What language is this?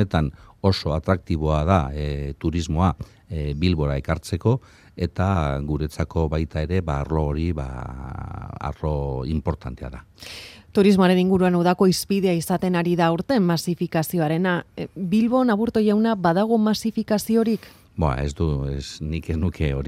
Basque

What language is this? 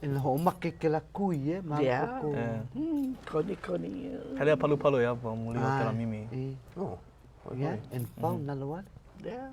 Hawaiian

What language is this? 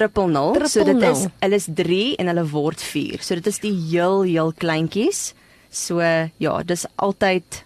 Afrikaans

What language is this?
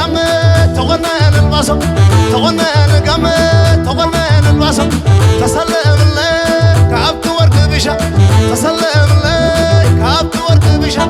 Tigrinya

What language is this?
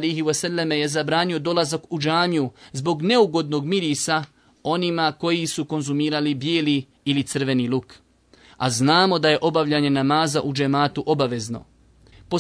Bosnian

